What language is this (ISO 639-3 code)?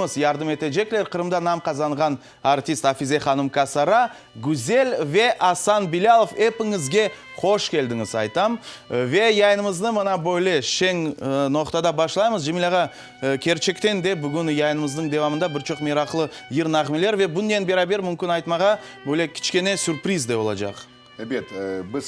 crh